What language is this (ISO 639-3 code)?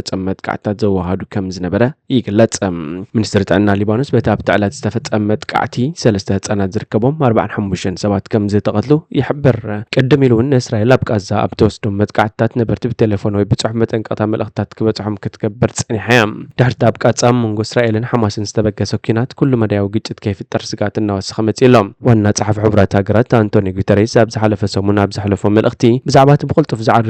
tir